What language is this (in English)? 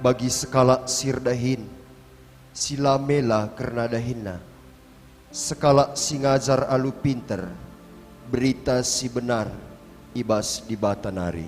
Batak Karo